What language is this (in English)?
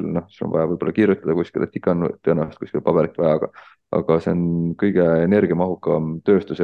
Estonian